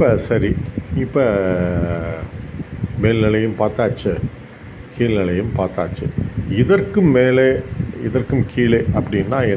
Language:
Tamil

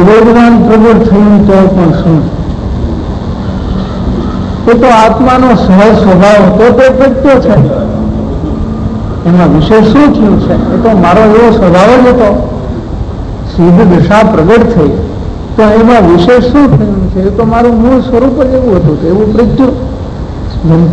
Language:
Gujarati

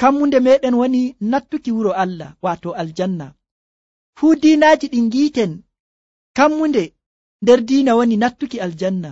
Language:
Nigerian Fulfulde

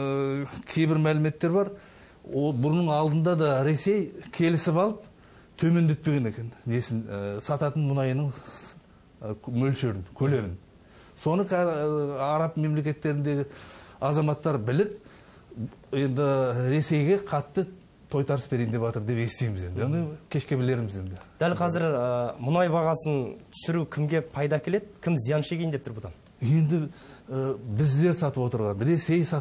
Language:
Kazakh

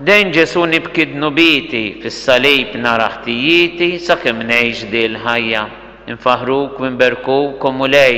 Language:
Maltese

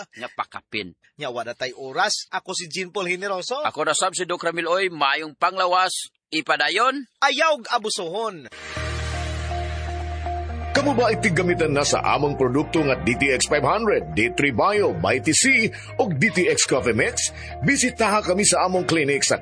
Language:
Cebuano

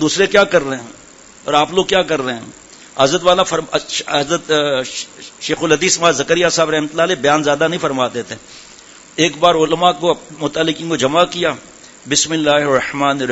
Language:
Urdu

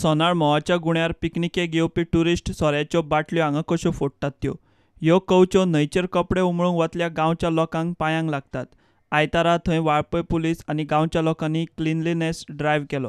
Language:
Konkani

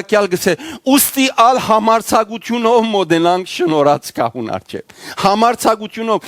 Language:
Western Armenian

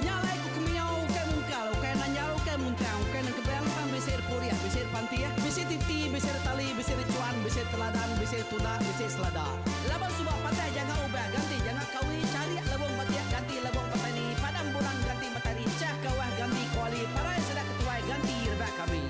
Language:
Iban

